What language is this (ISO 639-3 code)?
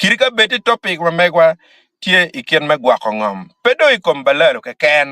ach